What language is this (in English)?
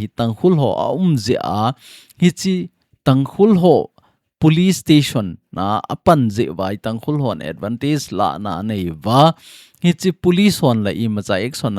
Thado Chin